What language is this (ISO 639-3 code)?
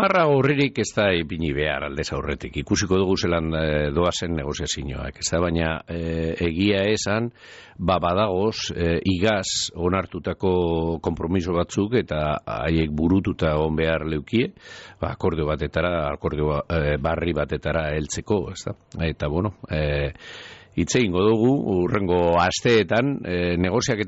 eus